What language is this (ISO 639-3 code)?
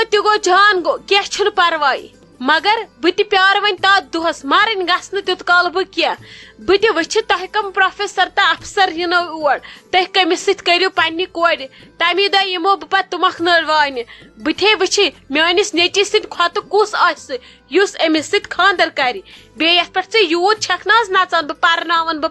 kas